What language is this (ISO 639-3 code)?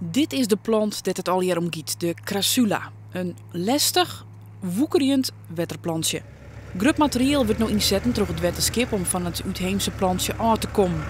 fry